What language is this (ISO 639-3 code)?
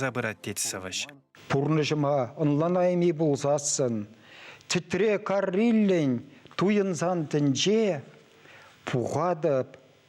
chv